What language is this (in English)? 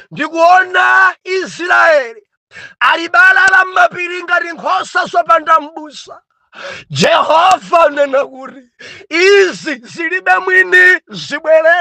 Nyanja